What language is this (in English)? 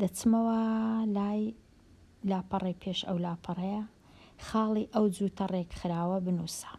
Central Kurdish